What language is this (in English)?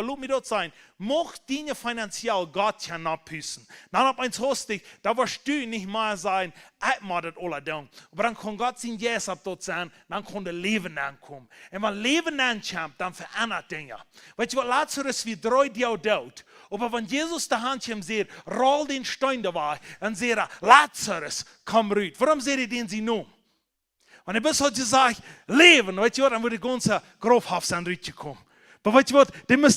Plautdietsch